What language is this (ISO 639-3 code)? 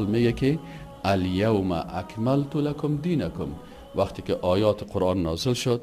tgk